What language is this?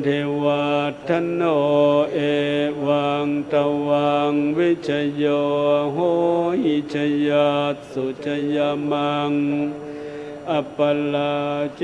Pali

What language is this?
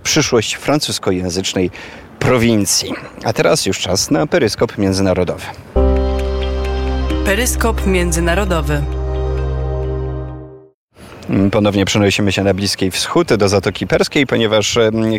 Polish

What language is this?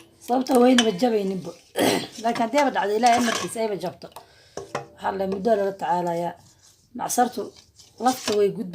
Somali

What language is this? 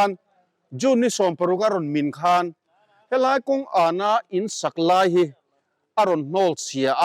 Mizo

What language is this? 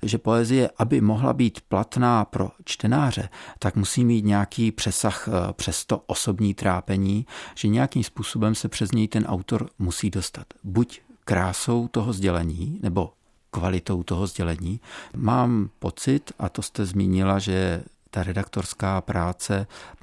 Czech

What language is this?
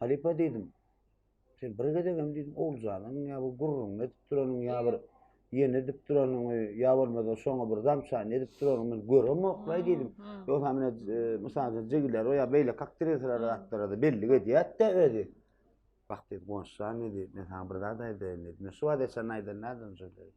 Turkmen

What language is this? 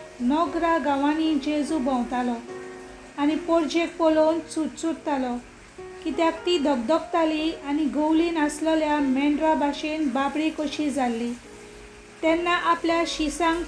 Konkani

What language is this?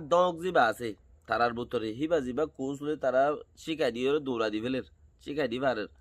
Rohingya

